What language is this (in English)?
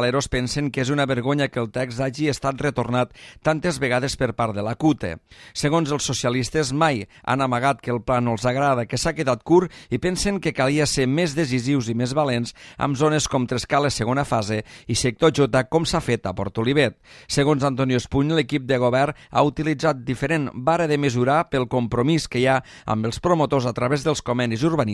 Catalan